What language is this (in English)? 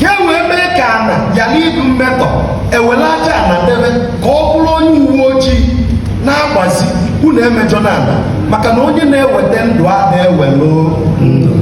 Igbo